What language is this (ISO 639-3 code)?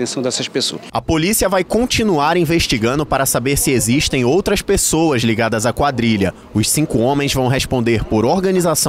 por